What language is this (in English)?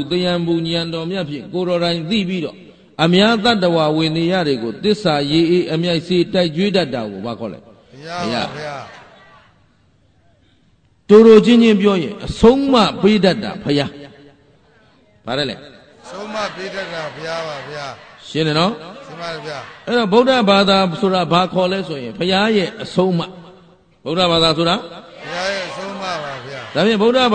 Burmese